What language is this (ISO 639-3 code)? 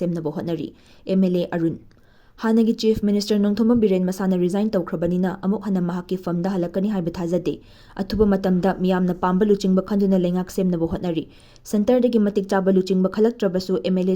mni